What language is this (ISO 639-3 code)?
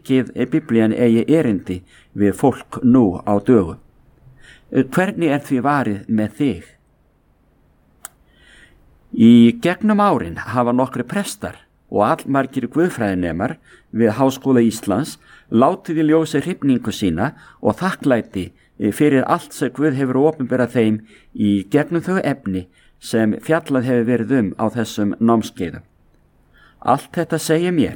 isl